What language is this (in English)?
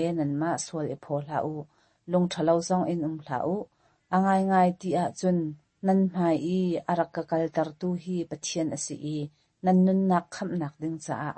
Hakha Chin